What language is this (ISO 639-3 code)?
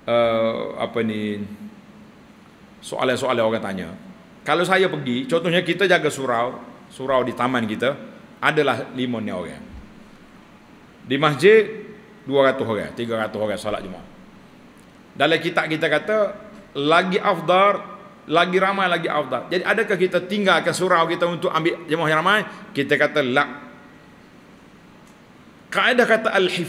msa